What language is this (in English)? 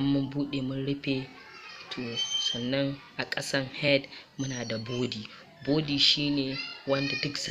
Hausa